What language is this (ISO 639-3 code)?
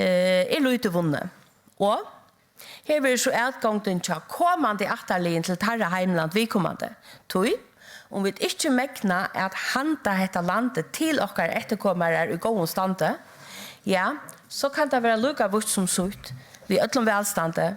fao